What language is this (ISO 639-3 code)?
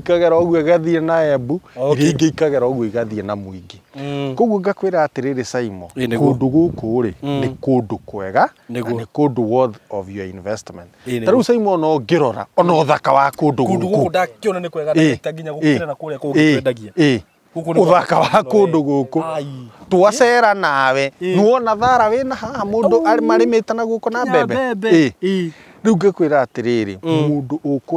kik